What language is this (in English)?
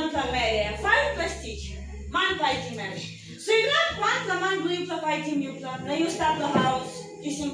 Tok Pisin